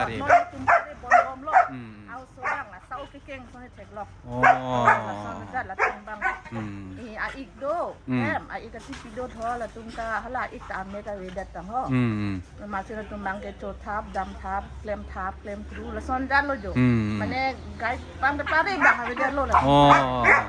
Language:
Karbi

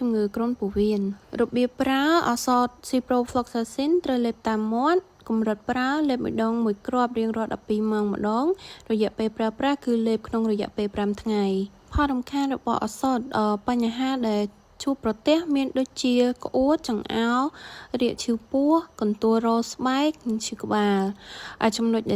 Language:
Khmer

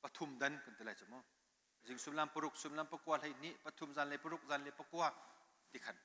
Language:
Hakha Chin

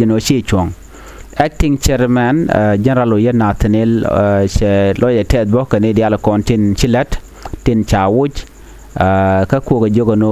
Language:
Nuer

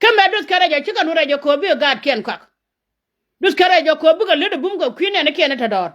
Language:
Nuer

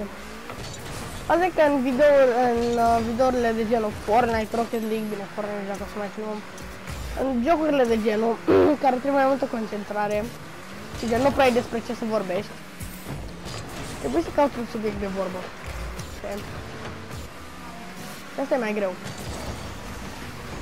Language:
Romanian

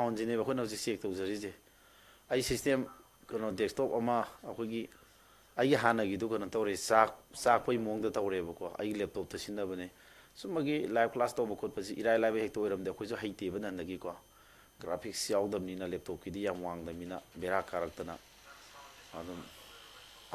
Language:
Manipuri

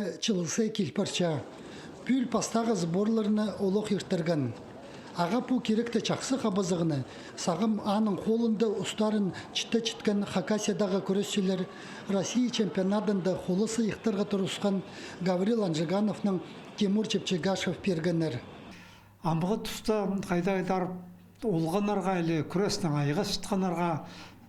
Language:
Khakas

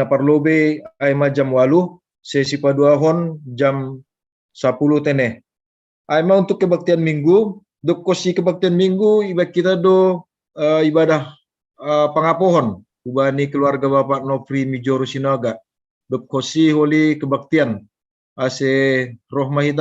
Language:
Batak Simalungun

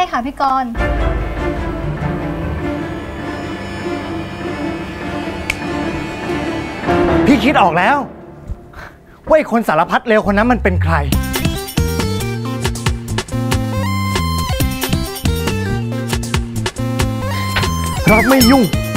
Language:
Thai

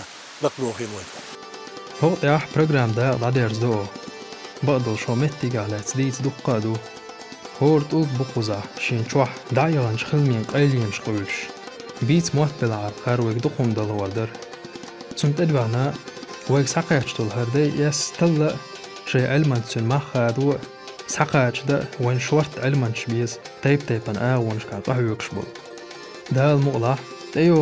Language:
Chechen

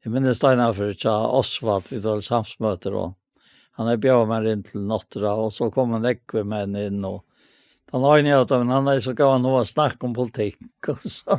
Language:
Faroese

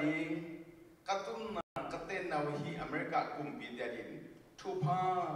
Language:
Tedim Chin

